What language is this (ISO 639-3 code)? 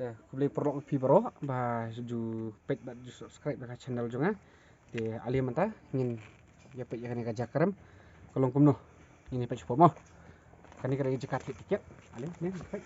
kha